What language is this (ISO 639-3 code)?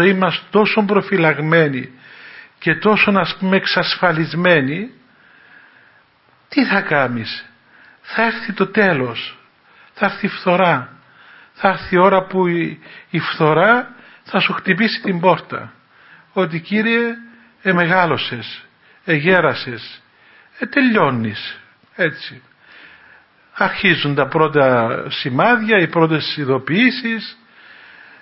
ell